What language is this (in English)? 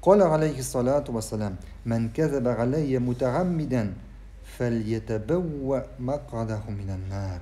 Tatar